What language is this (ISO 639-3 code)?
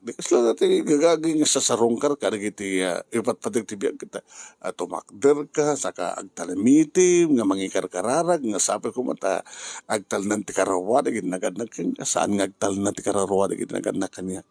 ilo